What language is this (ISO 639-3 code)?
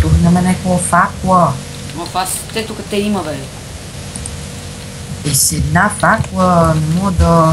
bul